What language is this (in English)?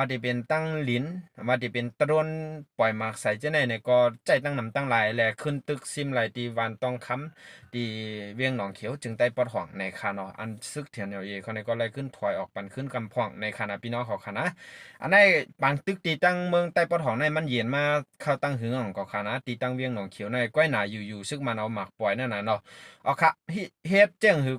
Shan